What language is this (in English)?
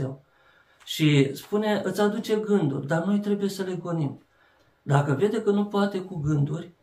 Romanian